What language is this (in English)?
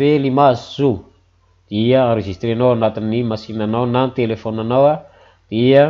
Malagasy